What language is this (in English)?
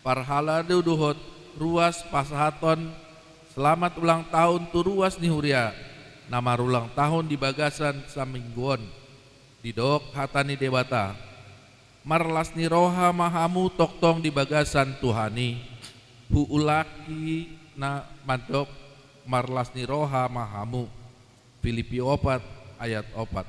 Batak Toba